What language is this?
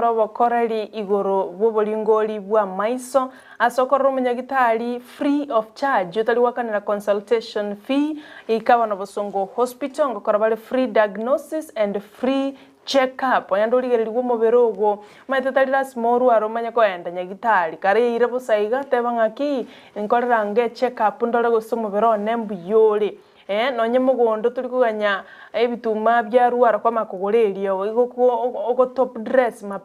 Gusii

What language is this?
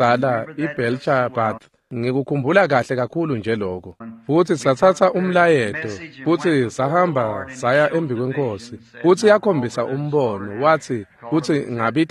Swati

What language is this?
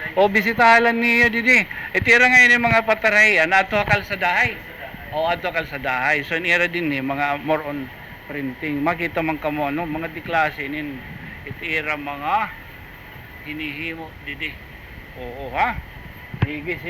Waray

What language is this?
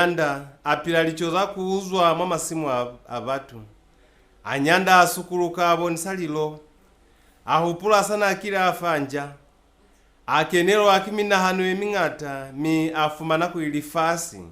Lozi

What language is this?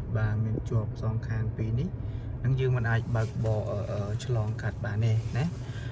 Khmer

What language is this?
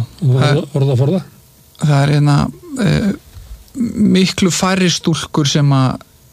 Icelandic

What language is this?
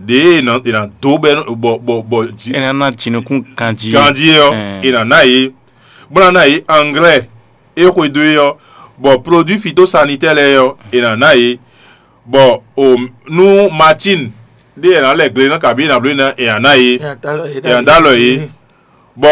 Fon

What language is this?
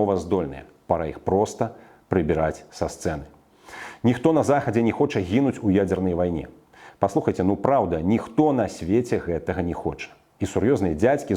Belarusian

